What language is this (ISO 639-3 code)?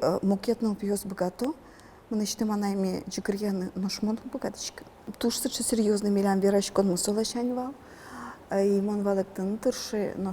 udm